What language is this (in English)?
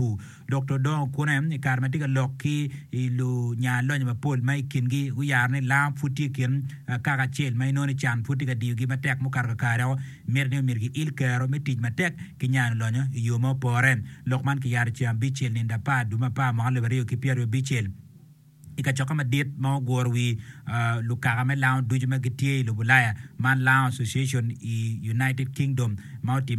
Acoli